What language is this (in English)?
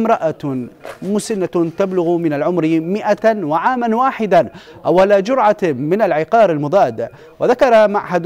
Arabic